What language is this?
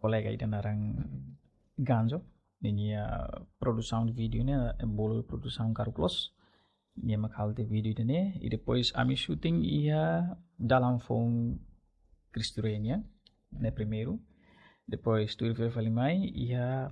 Tetum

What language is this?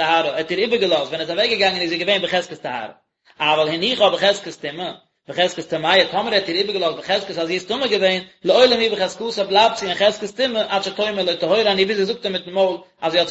Yiddish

